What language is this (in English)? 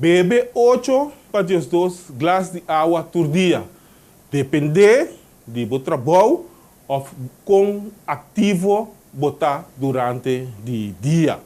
Papiamento